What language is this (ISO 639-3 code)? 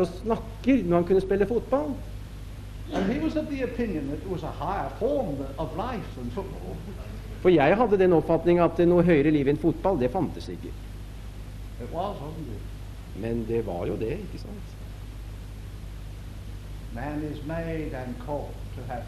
nor